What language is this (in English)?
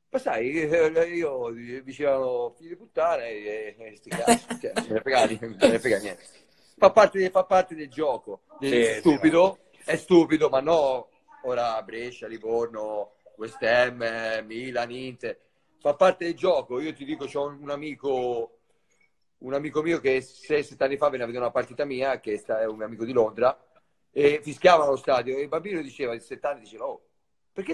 Italian